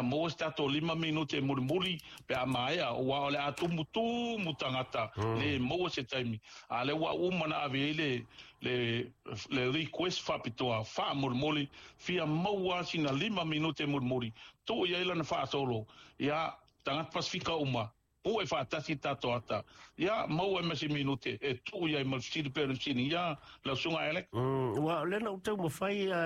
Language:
Samoan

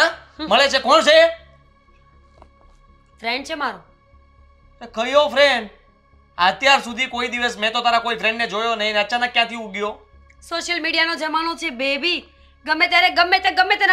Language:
Gujarati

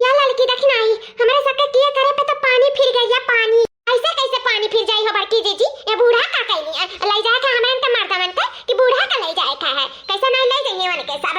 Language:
Awadhi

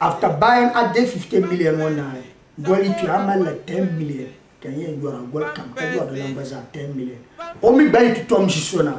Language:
Dagbani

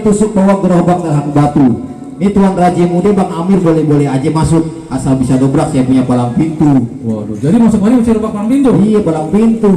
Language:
Betawi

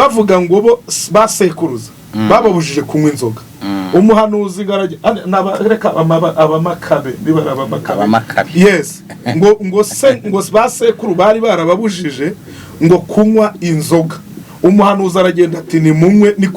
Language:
Kinyarwanda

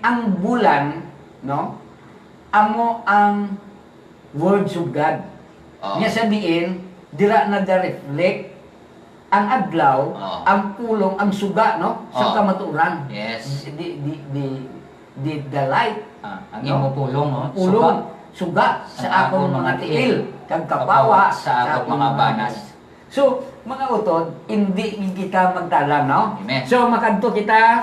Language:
Hiligaynon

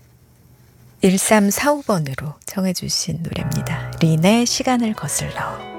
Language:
Korean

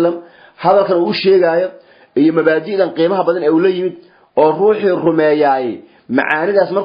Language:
Somali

